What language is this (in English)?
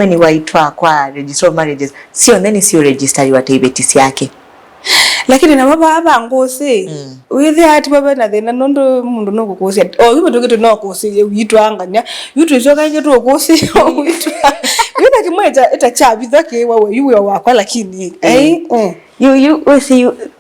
Kamba